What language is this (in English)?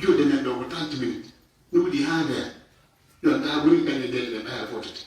Fula